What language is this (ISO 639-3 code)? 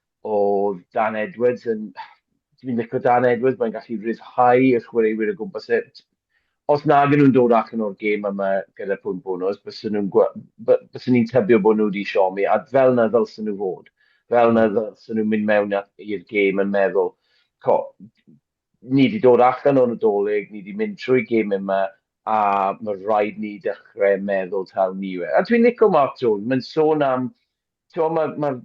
cym